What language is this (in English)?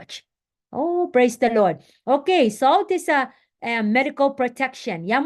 Pohnpeian